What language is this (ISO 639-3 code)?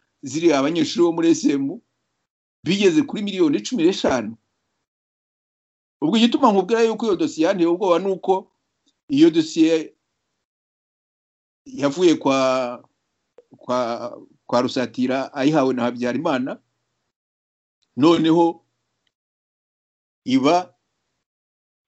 kin